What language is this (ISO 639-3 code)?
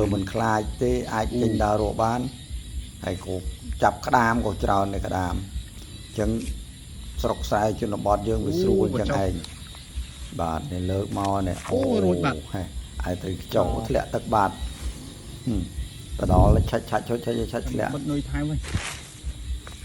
khm